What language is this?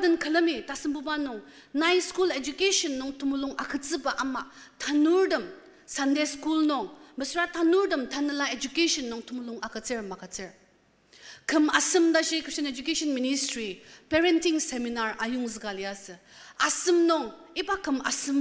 Ao Naga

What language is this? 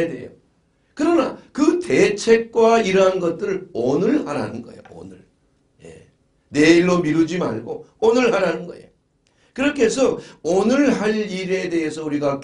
Korean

